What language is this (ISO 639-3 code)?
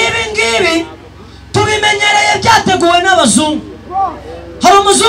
kin